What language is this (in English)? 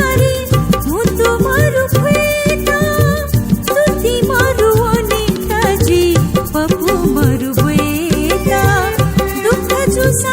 Newari